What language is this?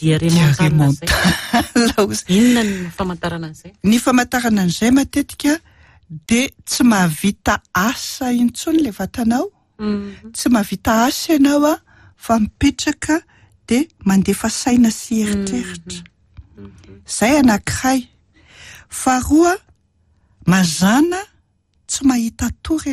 Malagasy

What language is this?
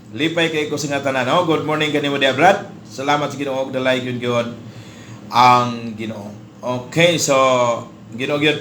Cebuano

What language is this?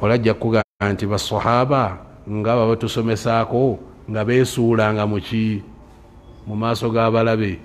Ganda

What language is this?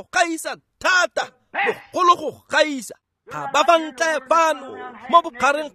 Tswana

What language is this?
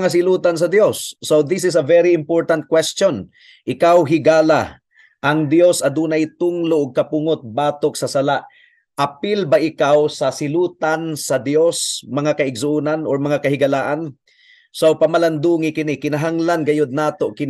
Cebuano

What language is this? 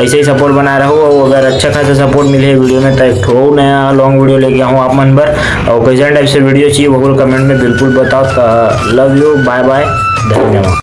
Chhattisgarhi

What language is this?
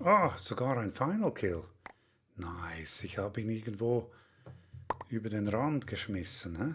Swiss German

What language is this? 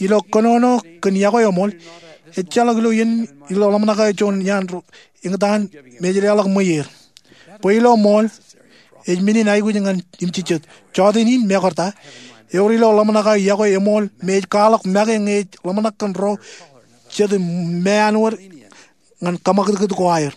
Marshallese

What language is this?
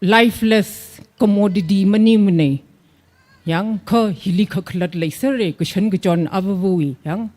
Tangkhul Naga (India)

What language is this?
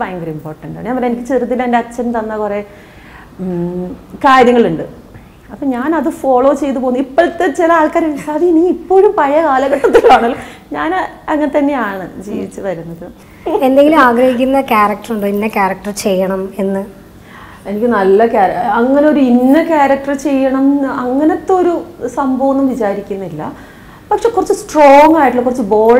Malayalam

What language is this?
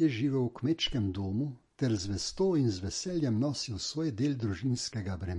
Slovenian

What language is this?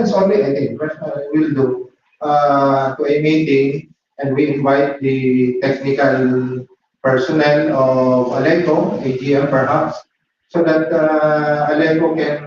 Bikol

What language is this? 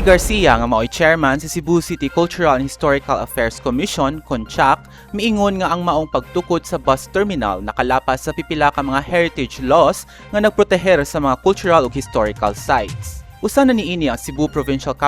Cebuano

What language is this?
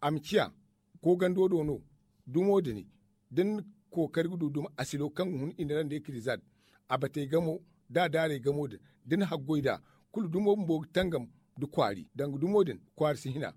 Zarma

